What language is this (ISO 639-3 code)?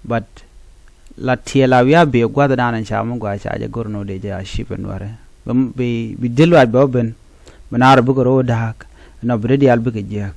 nus